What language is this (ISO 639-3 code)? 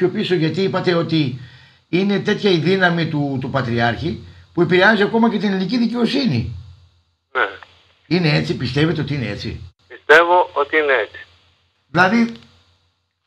ell